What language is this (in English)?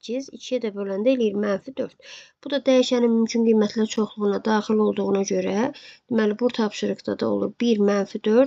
Azerbaijani